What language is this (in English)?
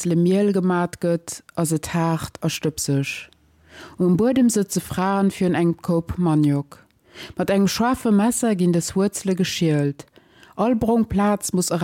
Luxembourgish